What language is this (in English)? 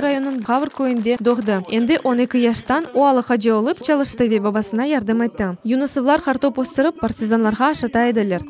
Crimean Tatar